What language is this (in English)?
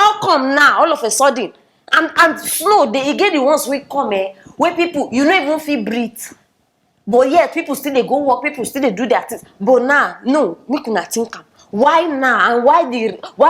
Nigerian Pidgin